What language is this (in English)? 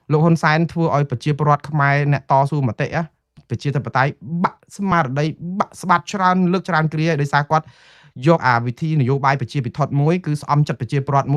Khmer